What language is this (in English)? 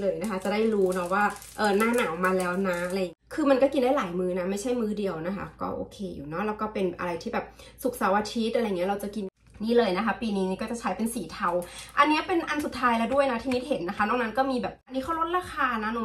Thai